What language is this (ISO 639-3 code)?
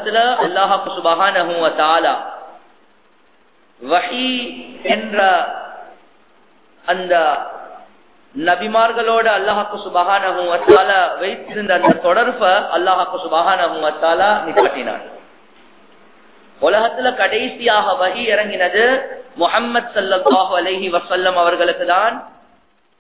tam